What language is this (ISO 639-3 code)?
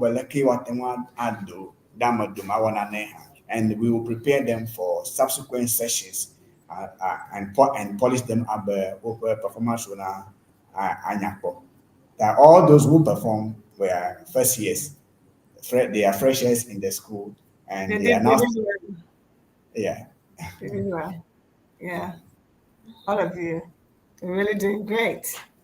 ewe